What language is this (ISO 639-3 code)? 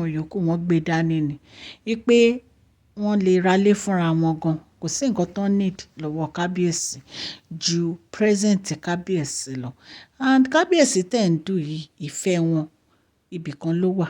yor